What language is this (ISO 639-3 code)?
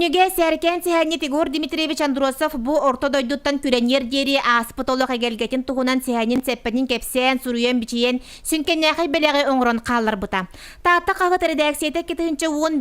sah